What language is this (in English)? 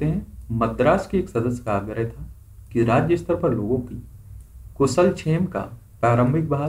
Hindi